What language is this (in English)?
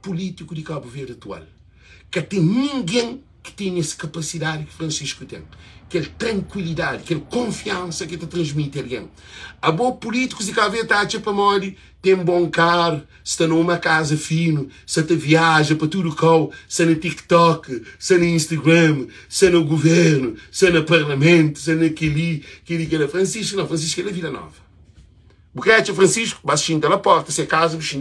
Kabuverdianu